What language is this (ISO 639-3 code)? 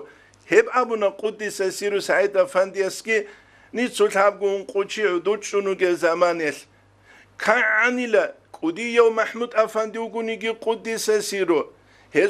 ava